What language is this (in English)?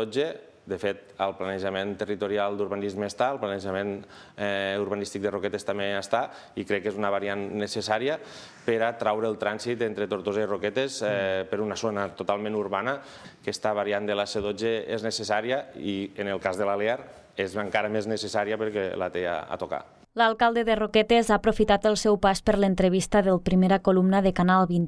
Catalan